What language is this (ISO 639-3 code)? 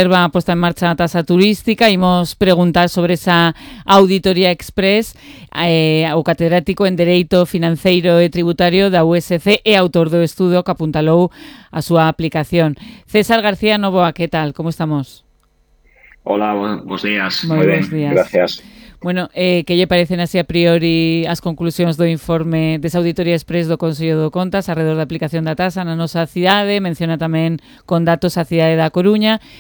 glg